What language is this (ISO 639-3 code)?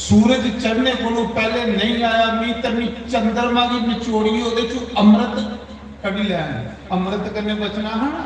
doi